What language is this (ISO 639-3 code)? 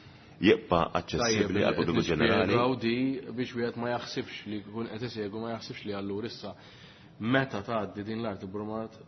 mlt